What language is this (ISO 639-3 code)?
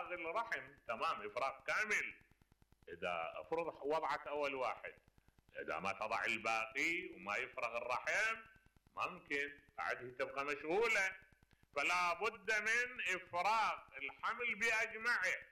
acm